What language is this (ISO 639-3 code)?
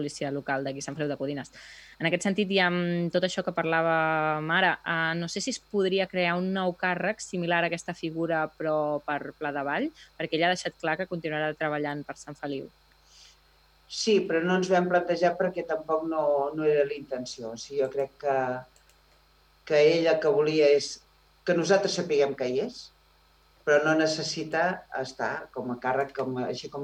cat